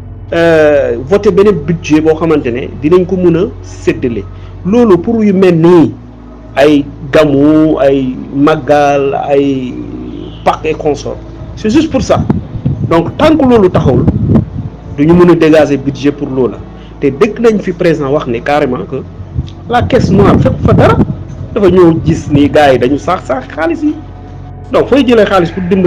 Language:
Wolof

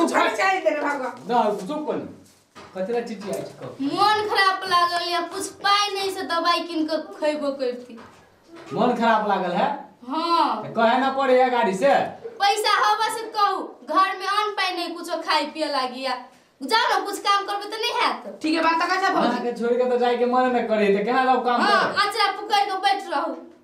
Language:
Maithili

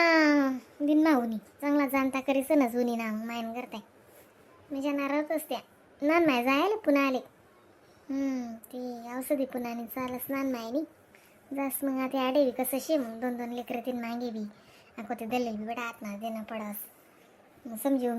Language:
Khandesi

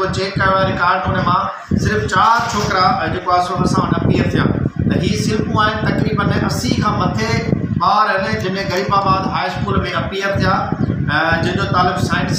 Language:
Sindhi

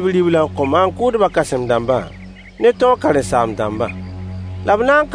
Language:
Mossi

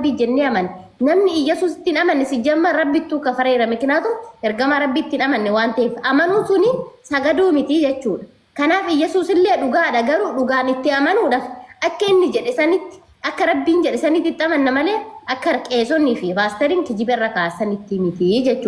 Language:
Oromo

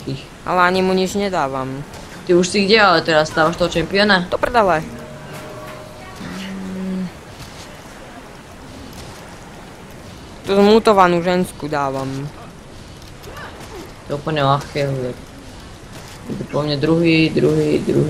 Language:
Slovak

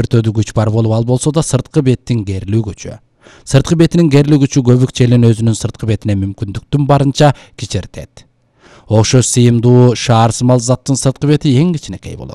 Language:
Kyrgyz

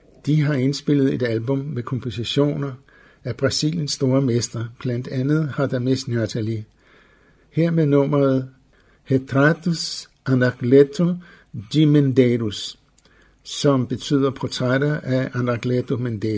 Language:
Danish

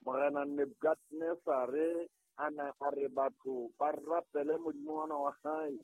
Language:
Southern Sotho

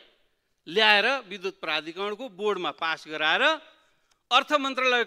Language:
Nepali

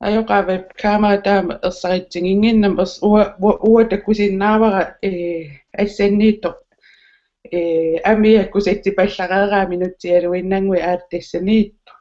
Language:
Kalaallisut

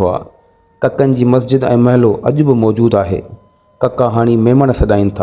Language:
Sindhi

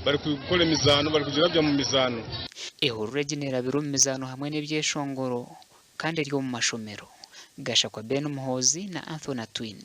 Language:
Nyankole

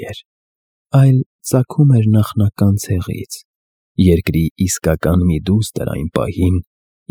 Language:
Armenian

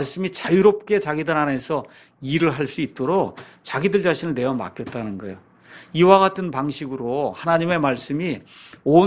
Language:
Korean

